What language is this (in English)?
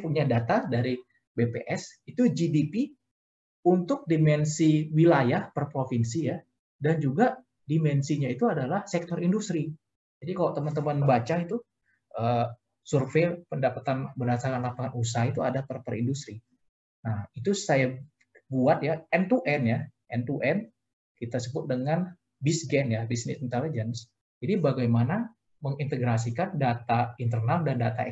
Indonesian